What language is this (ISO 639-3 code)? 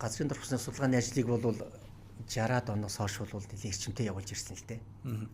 mon